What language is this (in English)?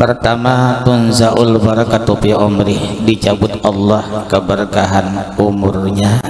Banjar